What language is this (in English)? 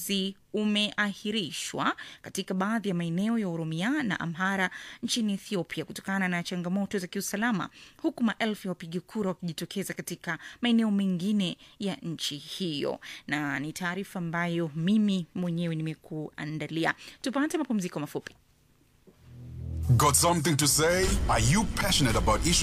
Swahili